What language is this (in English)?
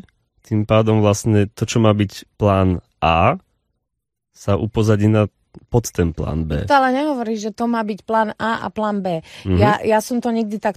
Slovak